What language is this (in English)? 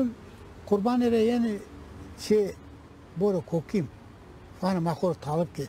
Zaza